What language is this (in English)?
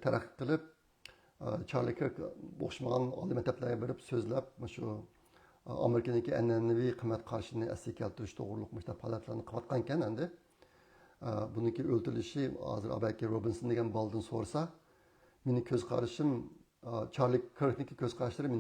Uyghur